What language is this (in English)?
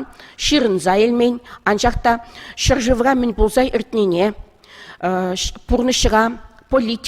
Chuvash